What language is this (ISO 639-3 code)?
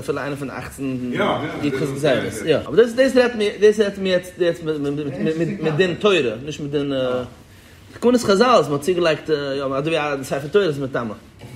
yid